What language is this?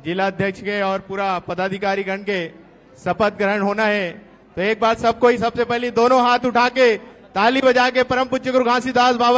Chhattisgarhi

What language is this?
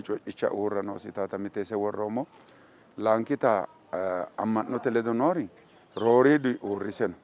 Sidamo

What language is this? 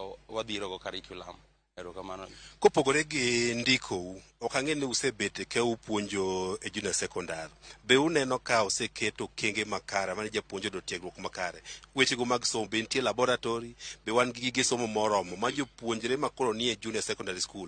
Luo (Kenya and Tanzania)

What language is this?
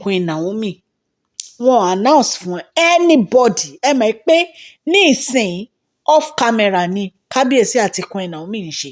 Yoruba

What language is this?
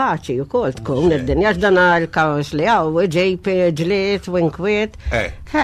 Maltese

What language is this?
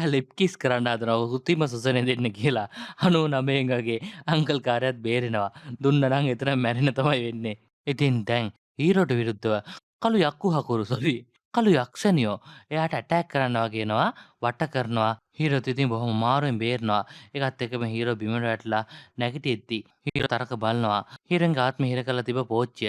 Sinhala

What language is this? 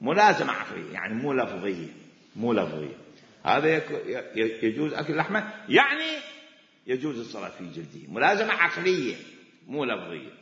Mesopotamian Arabic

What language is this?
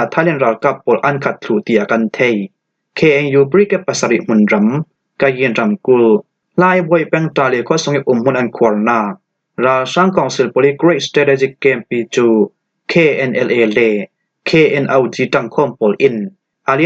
Falam Chin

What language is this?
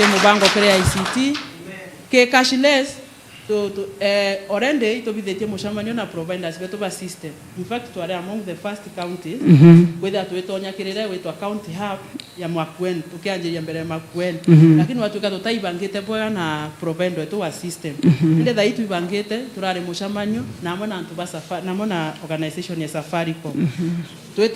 Meru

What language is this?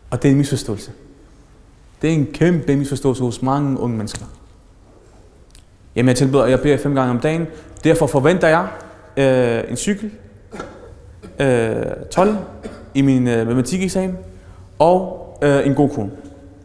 Danish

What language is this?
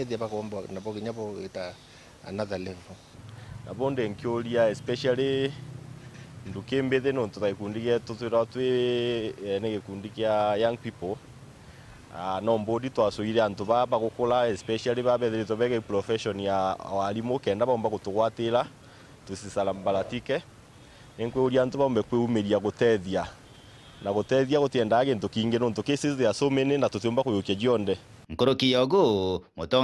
Meru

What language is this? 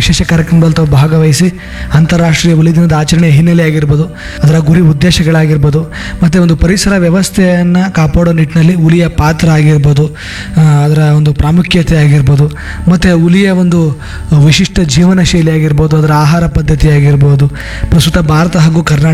Kannada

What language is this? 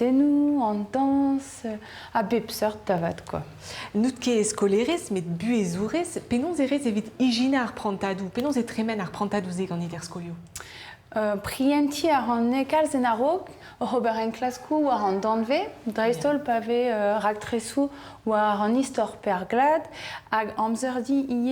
Breton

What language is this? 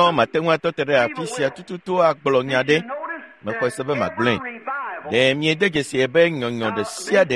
Ewe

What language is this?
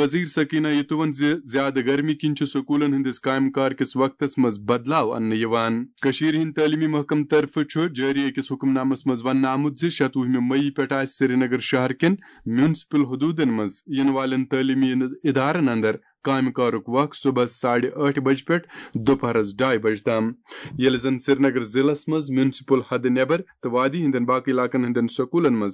Kashmiri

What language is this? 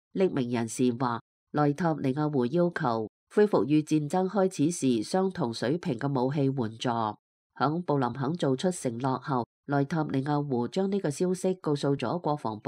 Cantonese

